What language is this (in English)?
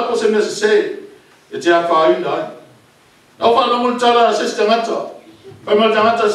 Samoan